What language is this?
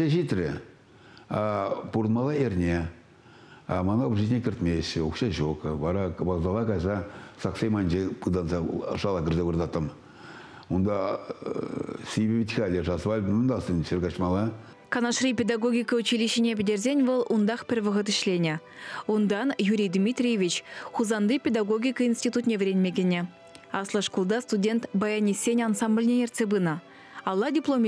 Chuvash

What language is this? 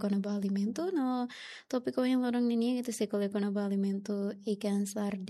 Tetum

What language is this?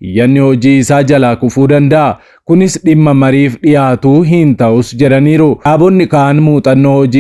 Oromo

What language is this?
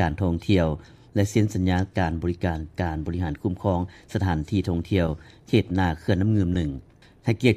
Lao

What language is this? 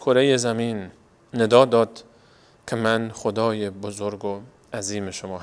Persian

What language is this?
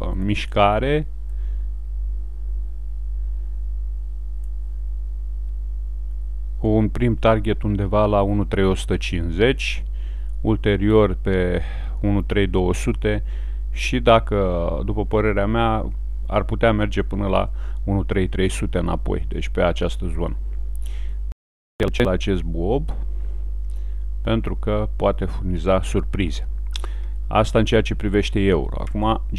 Romanian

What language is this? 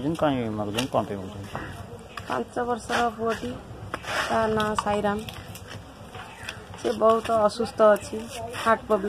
Odia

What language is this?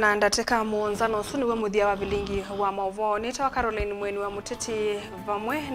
Kamba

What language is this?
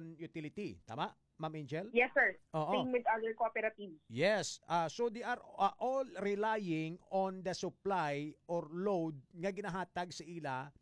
Hiligaynon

